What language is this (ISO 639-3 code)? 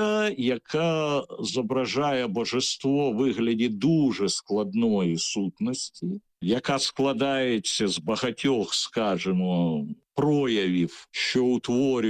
ukr